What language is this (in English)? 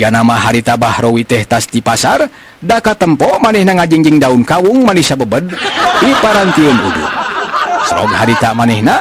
Sundanese